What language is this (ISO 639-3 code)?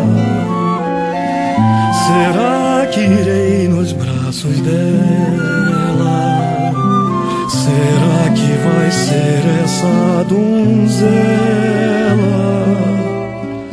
por